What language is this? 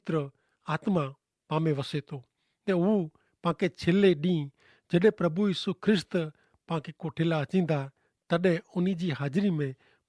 Kachhi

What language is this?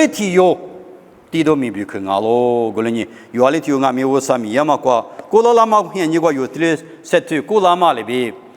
Lisu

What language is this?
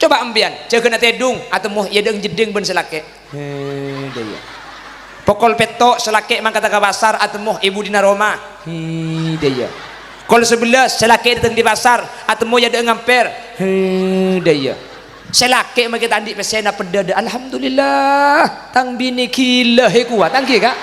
Madurese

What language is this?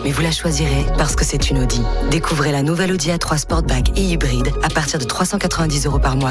French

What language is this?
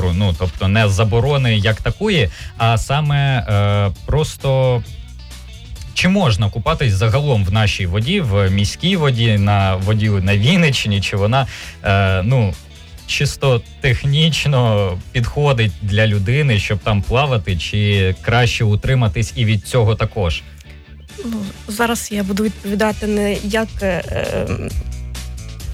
Ukrainian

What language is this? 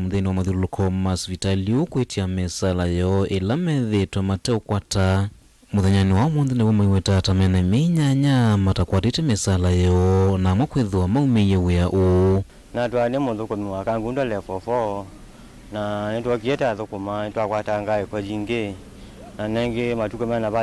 Kamba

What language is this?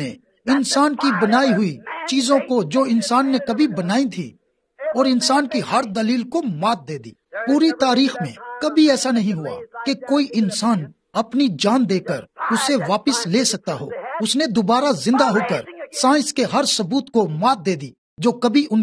Urdu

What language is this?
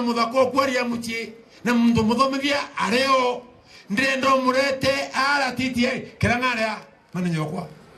Meru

